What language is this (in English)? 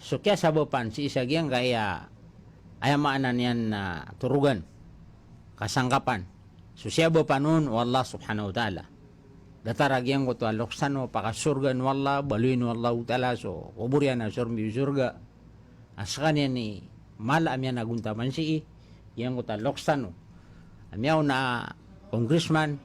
Maranao